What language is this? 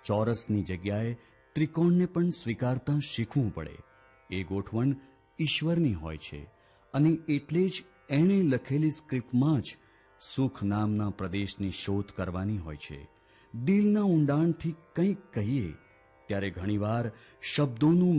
Gujarati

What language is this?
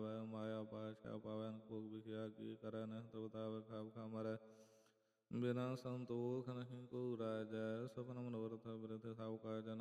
Punjabi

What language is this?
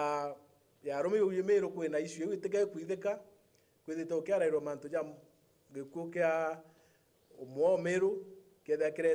Meru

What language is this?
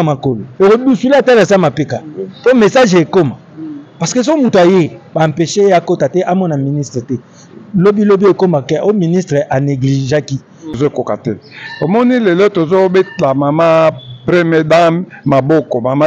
Lingala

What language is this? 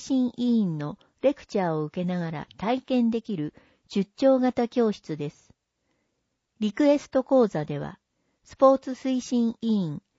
Japanese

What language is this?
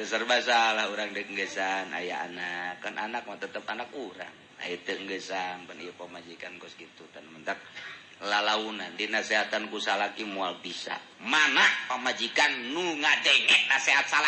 Sundanese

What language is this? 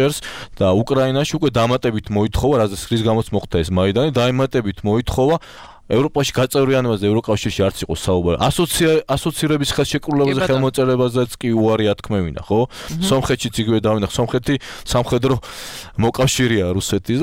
Georgian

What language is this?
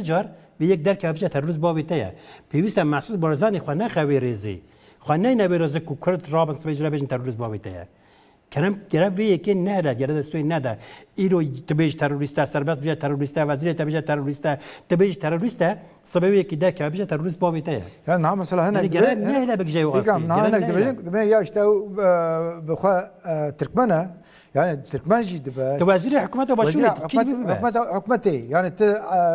Kurdish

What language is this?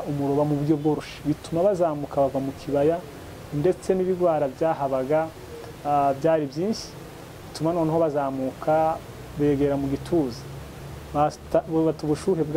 Kinyarwanda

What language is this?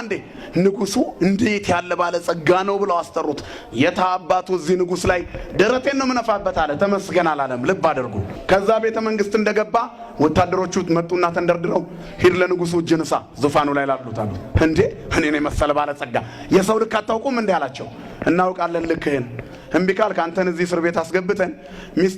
Amharic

